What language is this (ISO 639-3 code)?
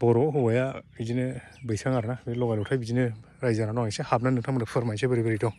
brx